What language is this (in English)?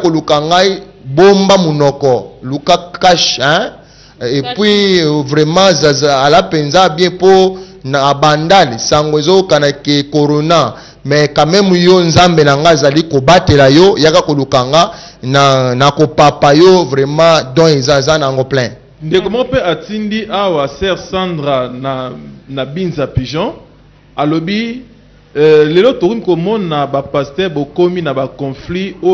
Lingala